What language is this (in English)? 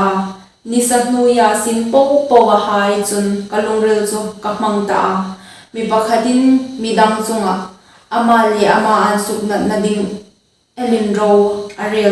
Hmar